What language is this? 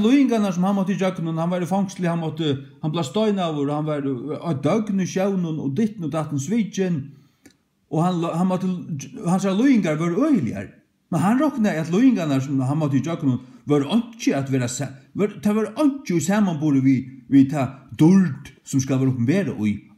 Faroese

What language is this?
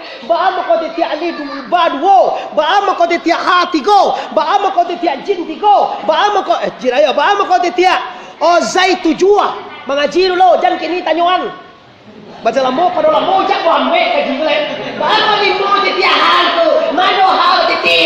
Minangkabau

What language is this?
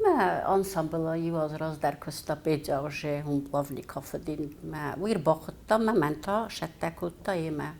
Ossetic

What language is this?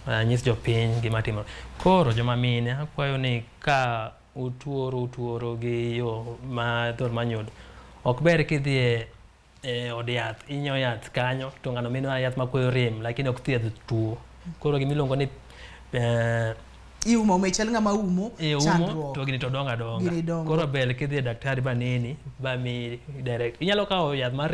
Luo (Kenya and Tanzania)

